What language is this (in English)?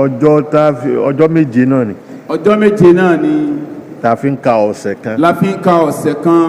Yoruba